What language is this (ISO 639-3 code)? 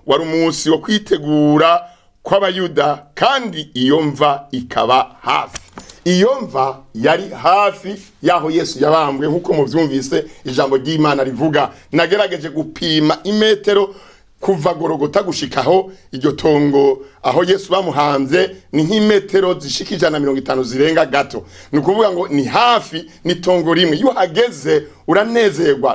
run